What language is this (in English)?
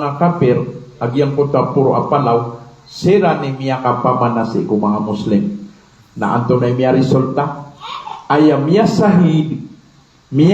Maranao